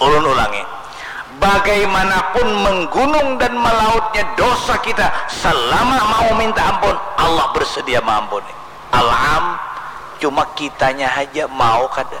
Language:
Banjar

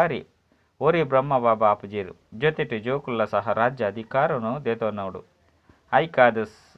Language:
Tulu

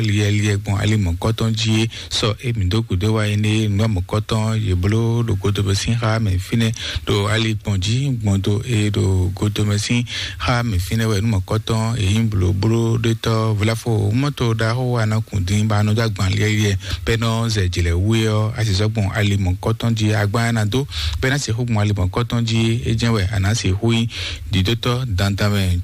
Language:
Fon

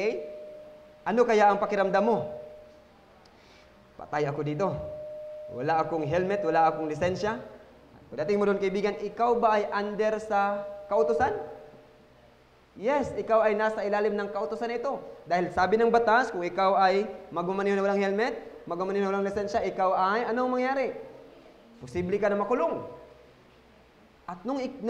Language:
Filipino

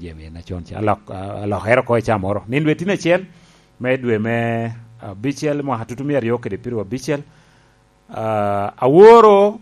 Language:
Lango (Uganda)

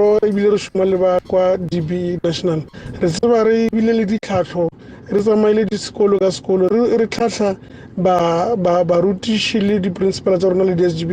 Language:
Tswana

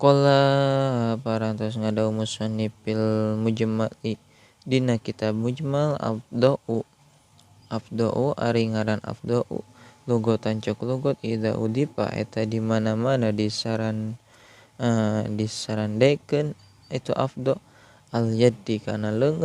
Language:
Sundanese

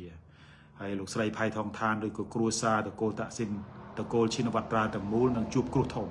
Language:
Khmer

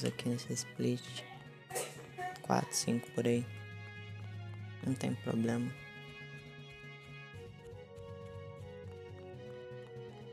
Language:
Portuguese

